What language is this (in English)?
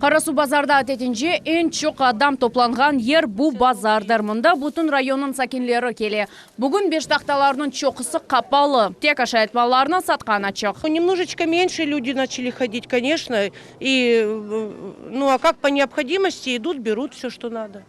Crimean Tatar